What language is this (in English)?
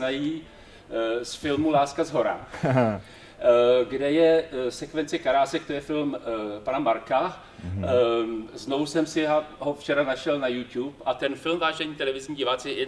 Czech